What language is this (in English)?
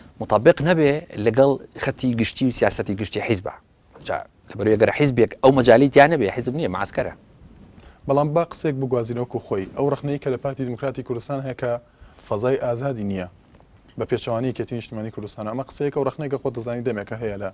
Central Kurdish